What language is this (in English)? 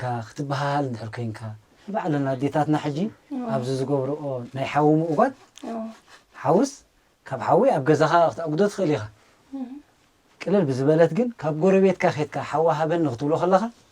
Tigrinya